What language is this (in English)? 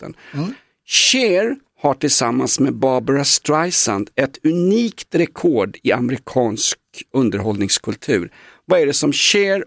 Swedish